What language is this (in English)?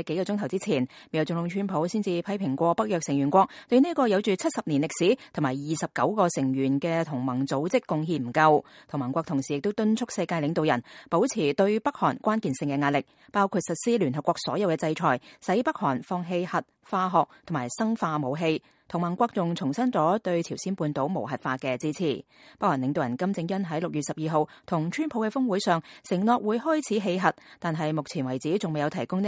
Cantonese